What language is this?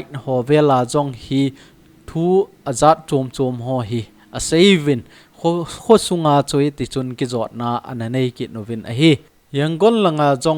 Thado Chin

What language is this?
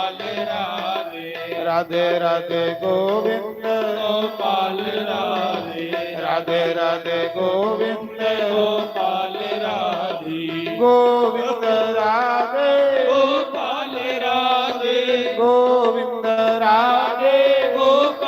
Dogri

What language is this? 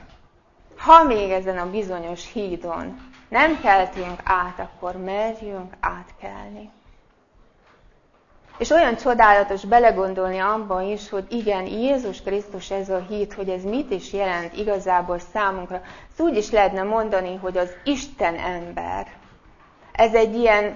Hungarian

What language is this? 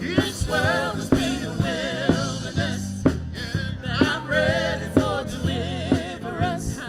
Fijian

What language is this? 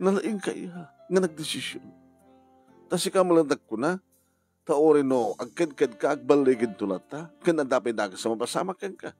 Iloko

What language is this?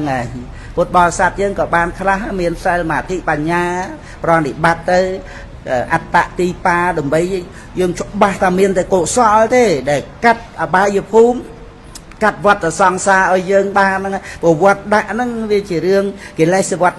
Khmer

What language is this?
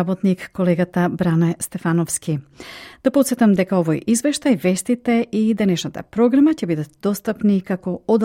Macedonian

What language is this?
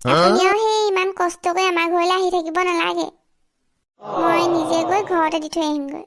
Assamese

